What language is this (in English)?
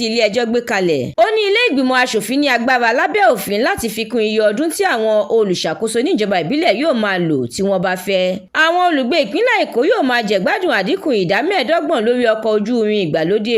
Yoruba